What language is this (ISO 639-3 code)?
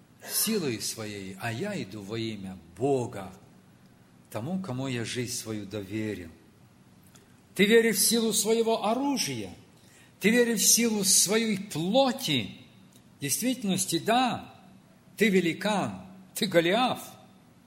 rus